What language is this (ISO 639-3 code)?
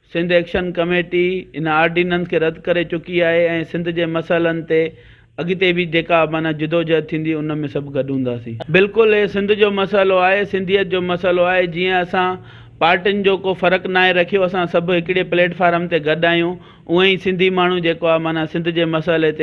snd